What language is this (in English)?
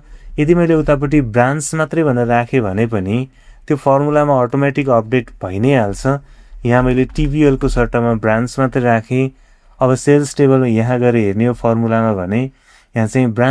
Nepali